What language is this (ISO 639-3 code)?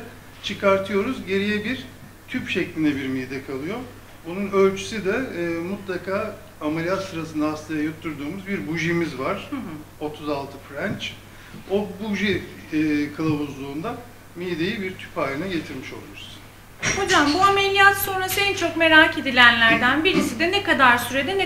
tur